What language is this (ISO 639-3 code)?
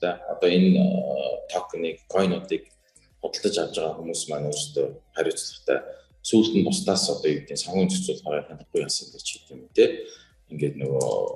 mon